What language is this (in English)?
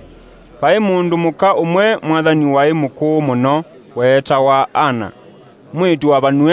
Kamba